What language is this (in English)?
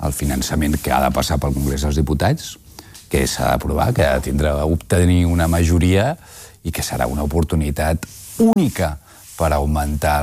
Catalan